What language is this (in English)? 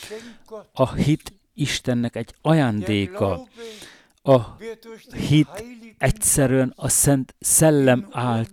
Hungarian